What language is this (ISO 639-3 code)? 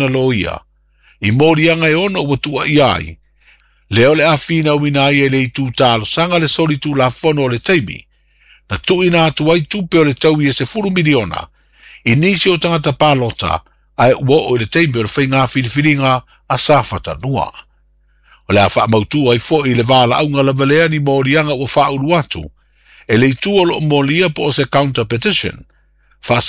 smo